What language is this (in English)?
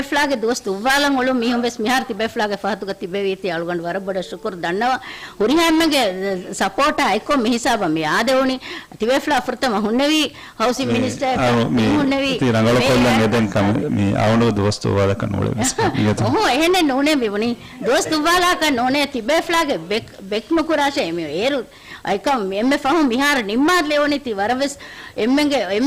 Divehi